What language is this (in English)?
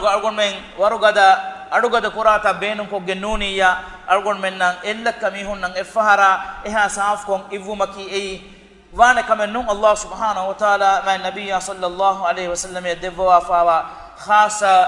Divehi